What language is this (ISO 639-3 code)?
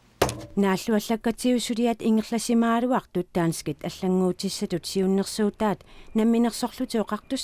kal